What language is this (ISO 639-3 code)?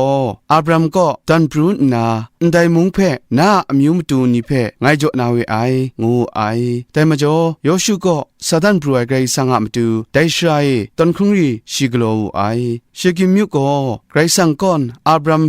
kac